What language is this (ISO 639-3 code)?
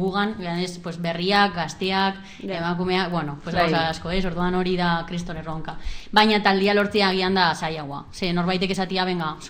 eus